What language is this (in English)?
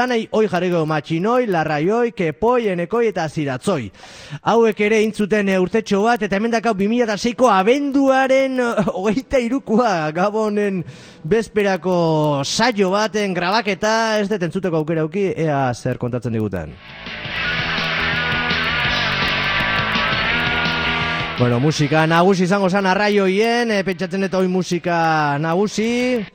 Basque